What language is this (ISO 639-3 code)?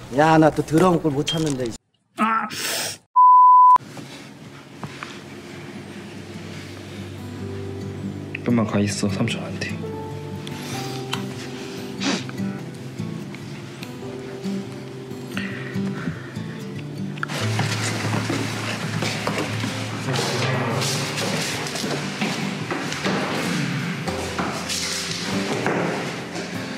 kor